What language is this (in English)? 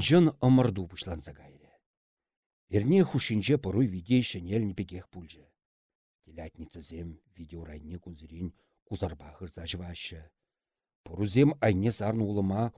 Chuvash